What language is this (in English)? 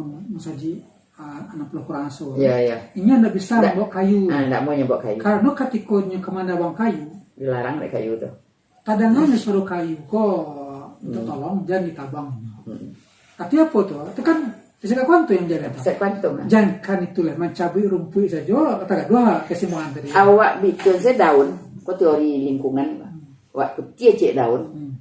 Minangkabau